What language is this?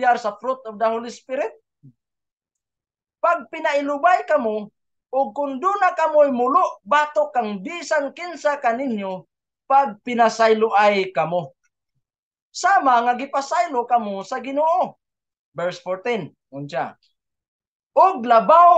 Cebuano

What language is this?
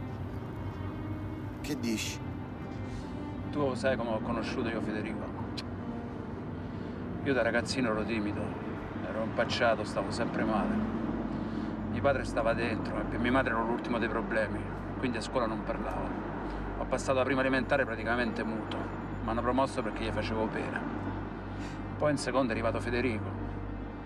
Italian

